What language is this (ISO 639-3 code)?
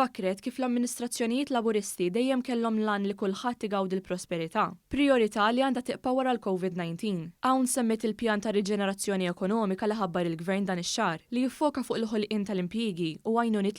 mlt